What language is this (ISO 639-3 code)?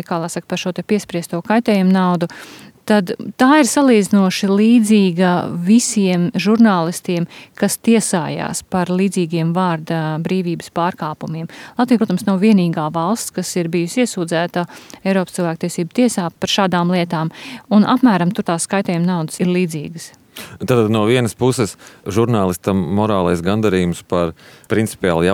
lav